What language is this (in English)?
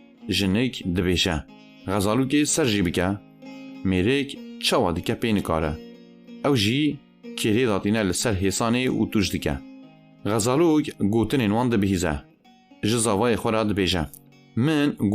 Kurdish